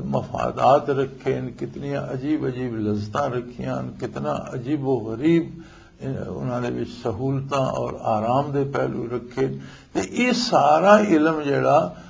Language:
Western Panjabi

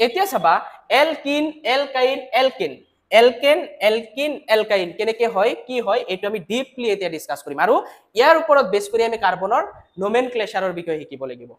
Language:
Assamese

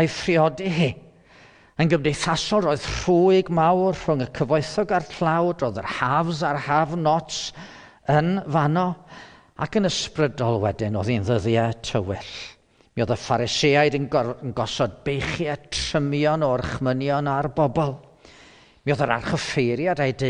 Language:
Welsh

